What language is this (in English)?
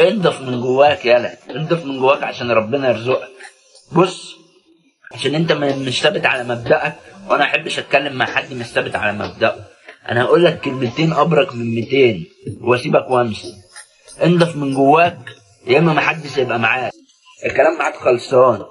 Egyptian Arabic